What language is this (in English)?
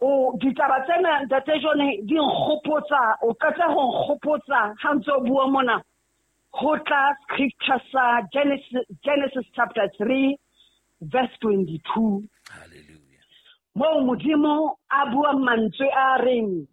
Southern Sotho